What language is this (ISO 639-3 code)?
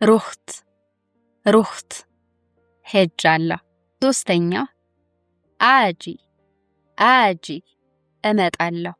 amh